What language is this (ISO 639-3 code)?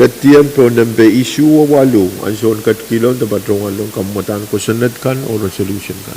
pon